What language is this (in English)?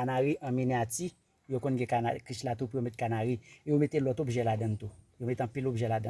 Haitian Creole